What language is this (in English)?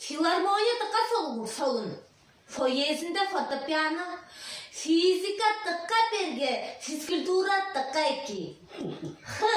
Tuvinian